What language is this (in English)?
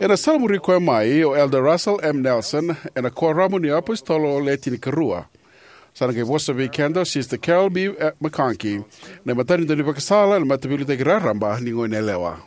Fijian